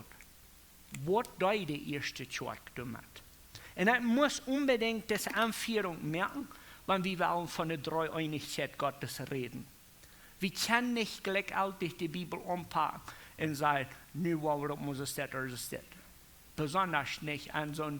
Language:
Plautdietsch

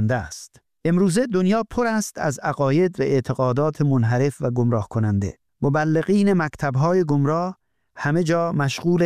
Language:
Persian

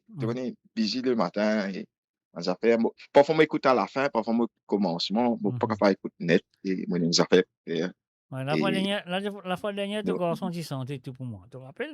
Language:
Morisyen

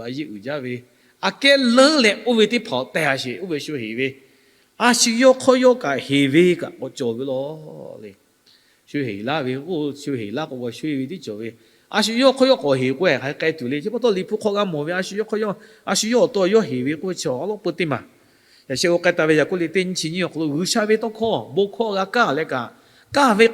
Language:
Lahu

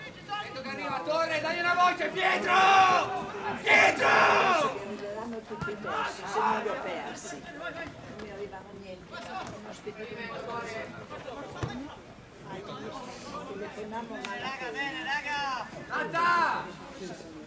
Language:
Italian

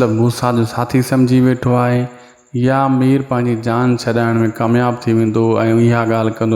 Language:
Sindhi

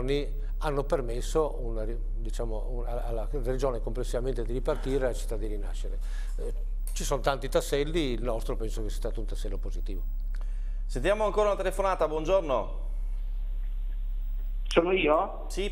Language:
Italian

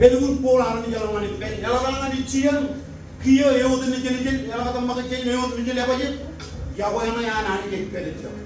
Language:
Marshallese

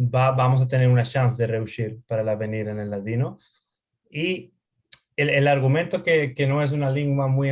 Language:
Ladino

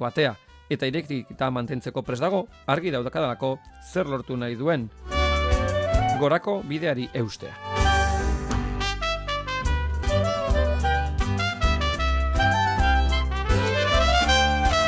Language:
Basque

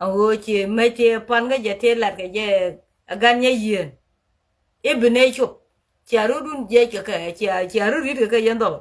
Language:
Nuer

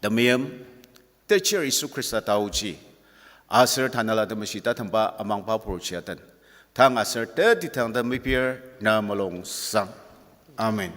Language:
Ao Naga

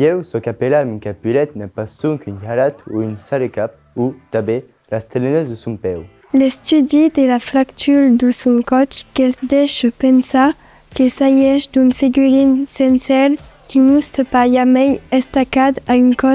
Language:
Occitan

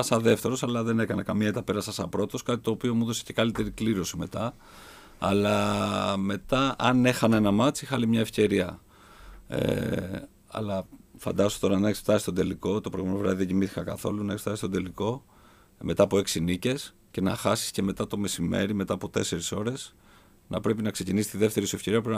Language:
Greek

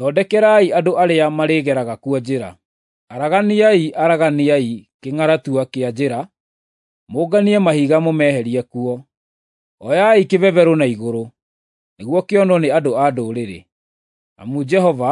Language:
Kikuyu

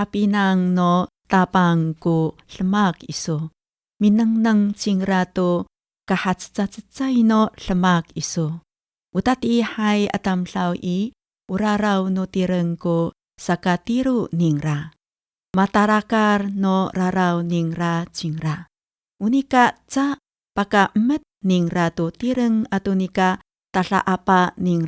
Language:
Amis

